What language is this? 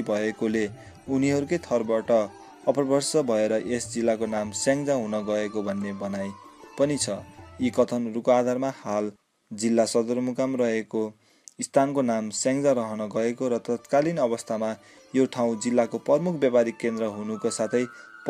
Nepali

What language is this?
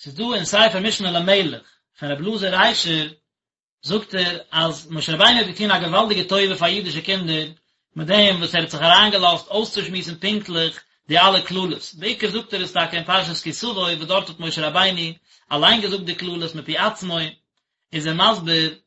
Yiddish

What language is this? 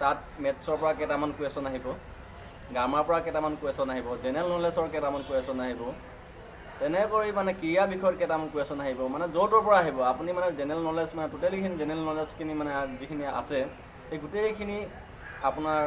Assamese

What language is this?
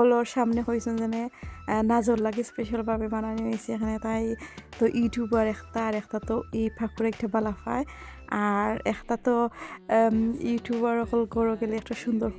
Sylheti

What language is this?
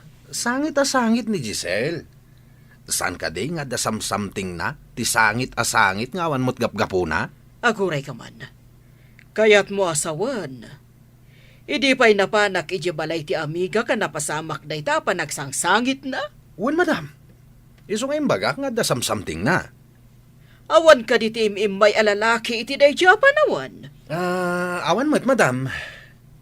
Iloko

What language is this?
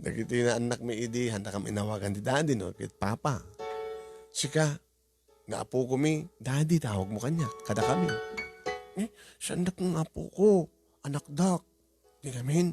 Iloko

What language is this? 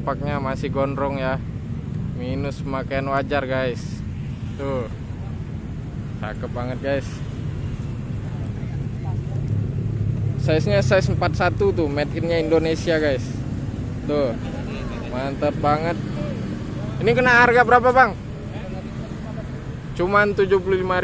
Indonesian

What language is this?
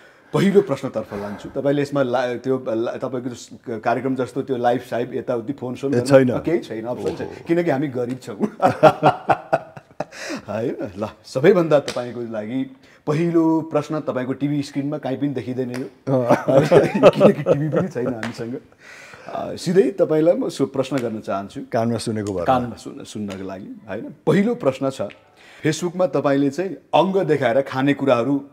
Nepali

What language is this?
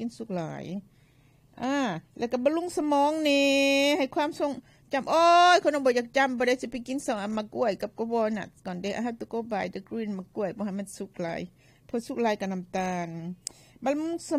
Lao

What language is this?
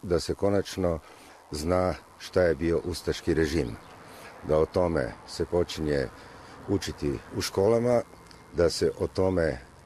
Croatian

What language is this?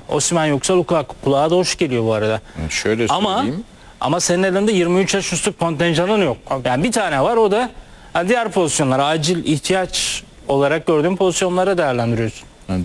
Turkish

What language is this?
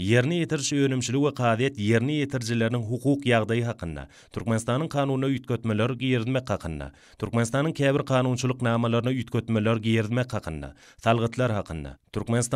Turkmen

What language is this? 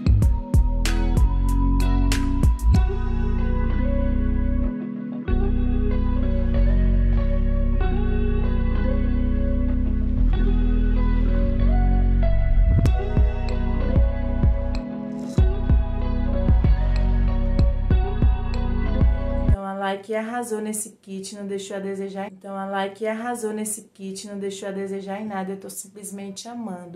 Portuguese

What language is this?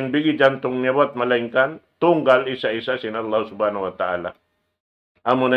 Tausug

